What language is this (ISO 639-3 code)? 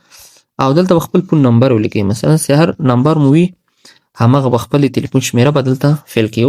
pus